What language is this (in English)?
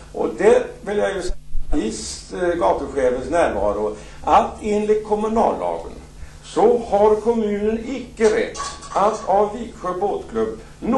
Swedish